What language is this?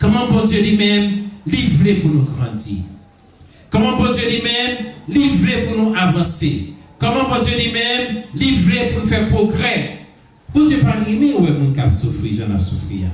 Haitian Creole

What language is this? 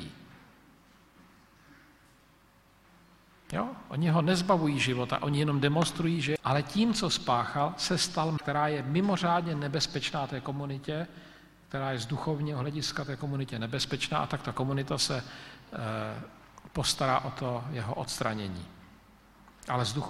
Czech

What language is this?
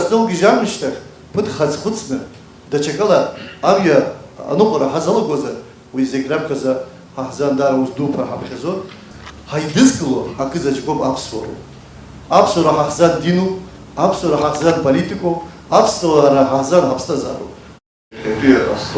Abkhazian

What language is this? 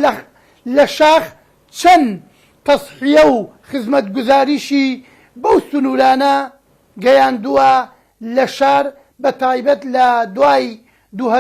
Central Kurdish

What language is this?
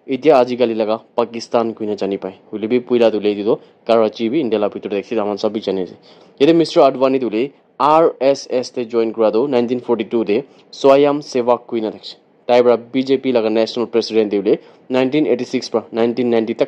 Naga Pidgin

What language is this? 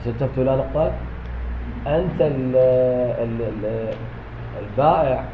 Mesopotamian Arabic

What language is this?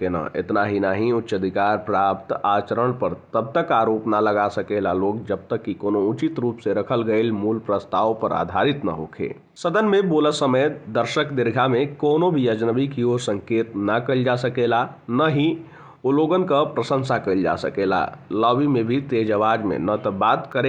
Bhojpuri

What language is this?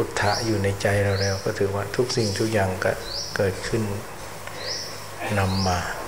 Thai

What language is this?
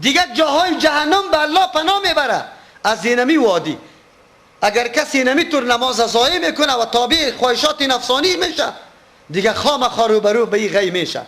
Persian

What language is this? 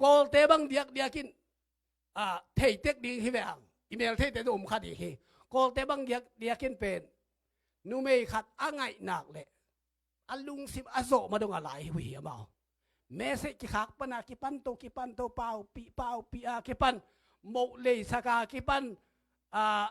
Tedim Chin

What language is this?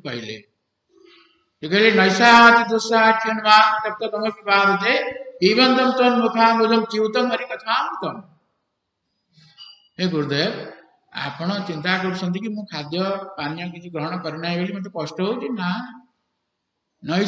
Odia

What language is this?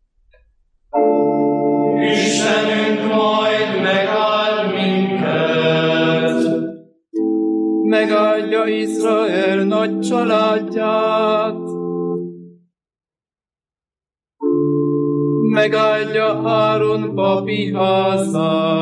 Hungarian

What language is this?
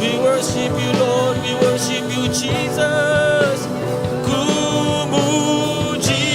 Iban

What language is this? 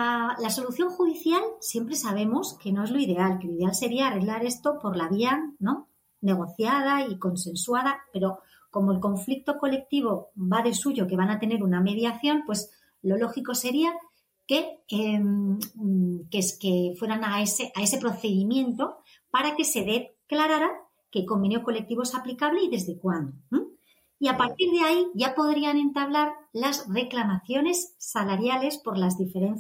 Spanish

